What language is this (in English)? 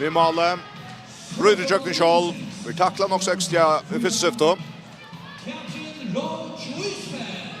Faroese